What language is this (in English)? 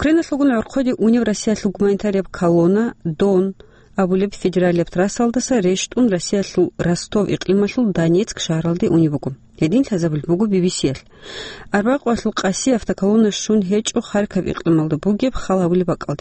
Avaric